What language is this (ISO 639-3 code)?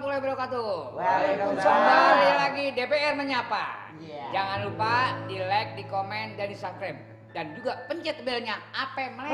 bew